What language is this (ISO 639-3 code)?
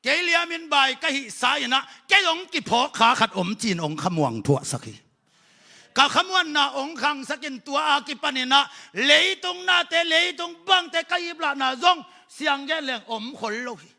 ctd